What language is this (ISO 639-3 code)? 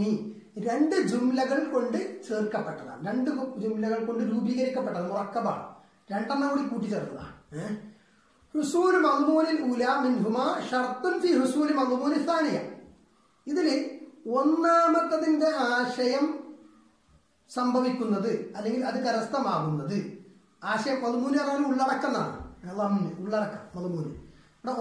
mal